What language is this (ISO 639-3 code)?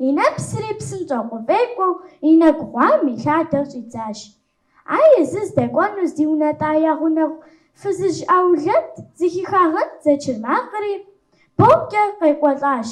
kbd